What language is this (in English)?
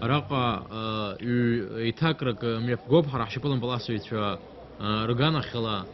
Abkhazian